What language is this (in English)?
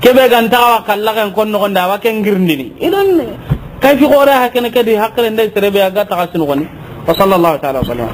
Soninke